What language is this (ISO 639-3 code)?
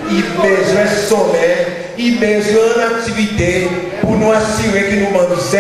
crs